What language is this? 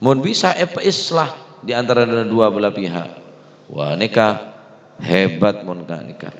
Madurese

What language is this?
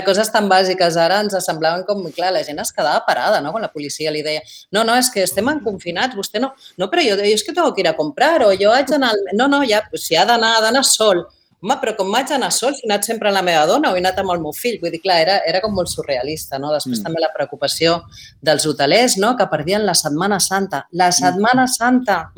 Catalan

